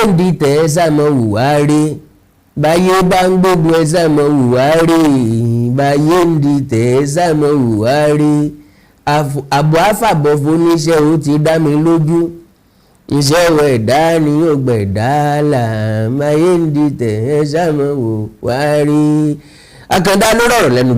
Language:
Yoruba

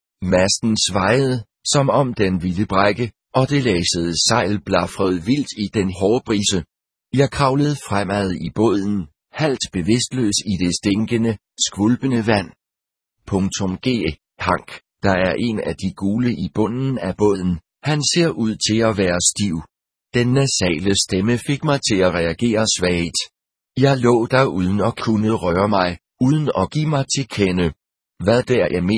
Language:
Danish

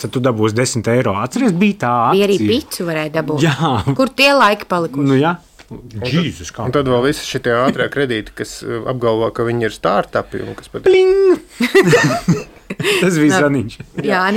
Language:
Latvian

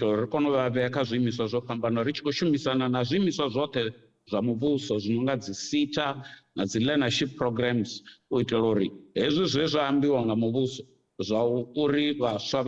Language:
Venda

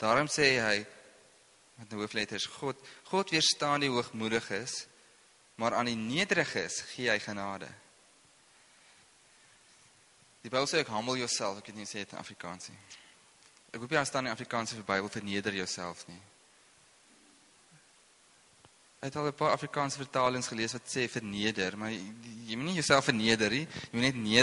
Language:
Afrikaans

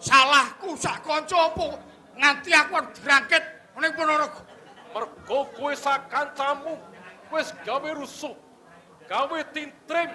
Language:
Javanese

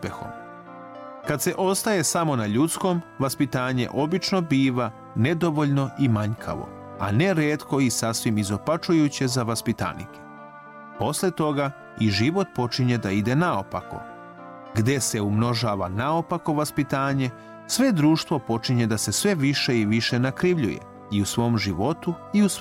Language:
Serbian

